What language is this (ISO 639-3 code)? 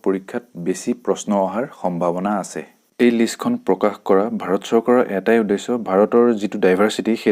asm